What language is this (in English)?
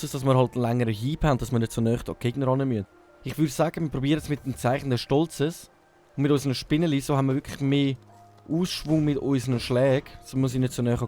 Swiss German